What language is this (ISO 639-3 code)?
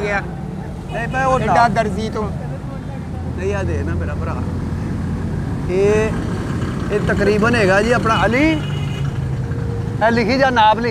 pan